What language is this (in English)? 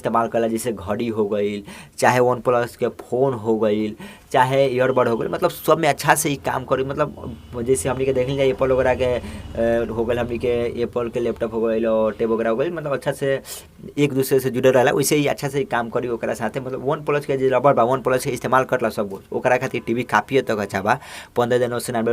Bhojpuri